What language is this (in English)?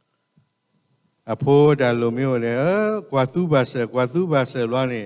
S'gaw Karen